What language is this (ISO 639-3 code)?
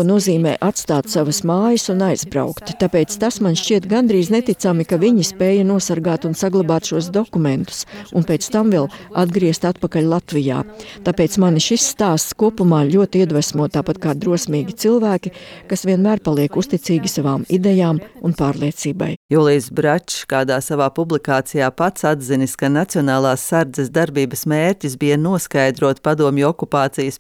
lav